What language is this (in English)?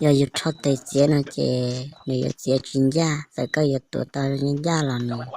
Hmong